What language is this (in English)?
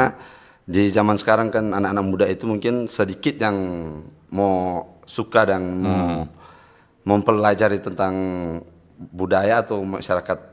Manado Malay